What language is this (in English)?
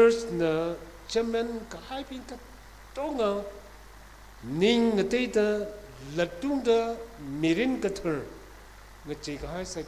Tangkhul Naga (India)